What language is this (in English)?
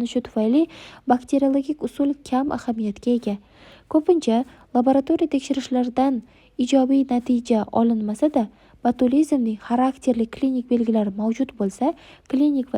Uzbek